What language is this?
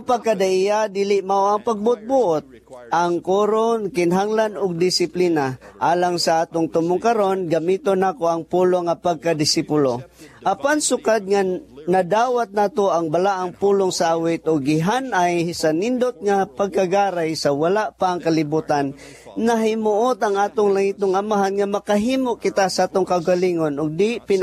Cebuano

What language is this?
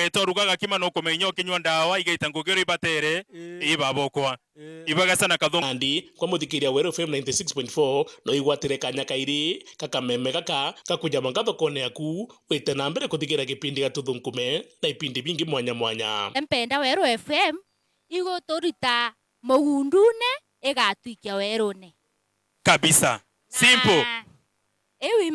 Meru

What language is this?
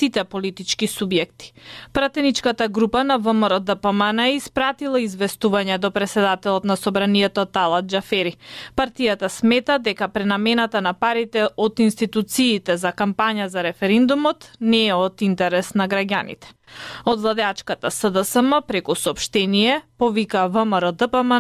Macedonian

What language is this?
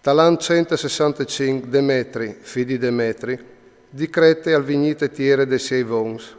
Friulian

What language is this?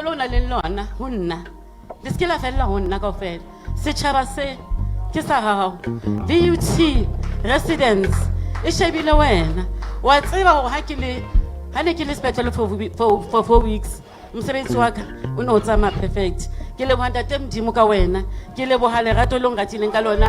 Southern Sotho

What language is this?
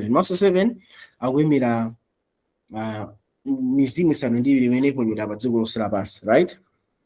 Nyanja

